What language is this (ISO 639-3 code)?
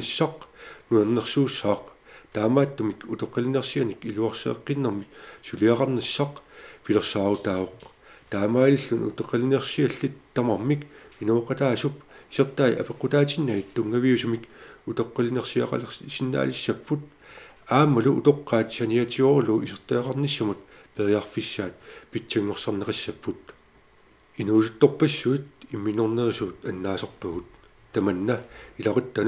kal